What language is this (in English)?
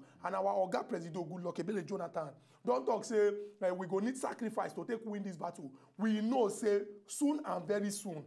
Nigerian Pidgin